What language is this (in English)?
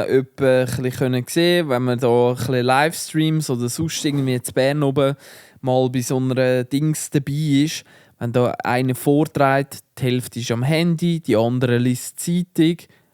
Swiss German